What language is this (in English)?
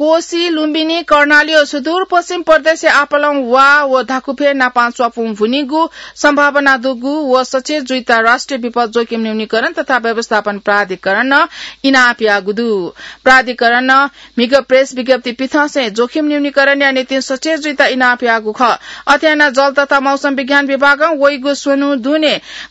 Newari